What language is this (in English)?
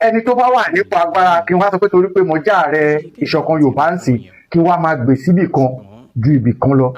Yoruba